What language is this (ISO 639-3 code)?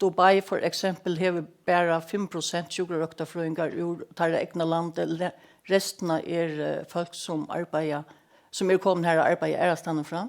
fao